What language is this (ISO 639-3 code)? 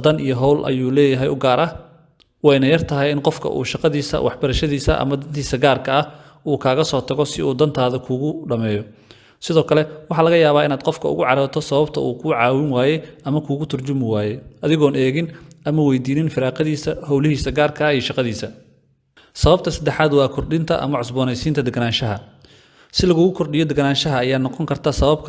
som